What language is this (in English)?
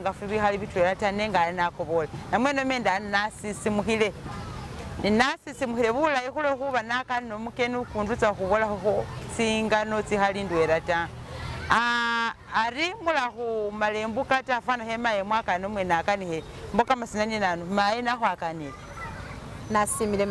Masaaba